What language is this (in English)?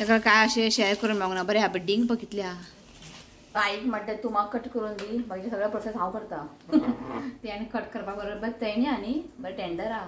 Konkani